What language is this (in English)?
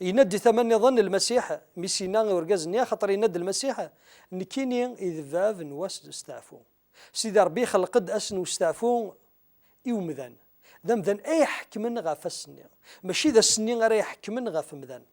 Kabyle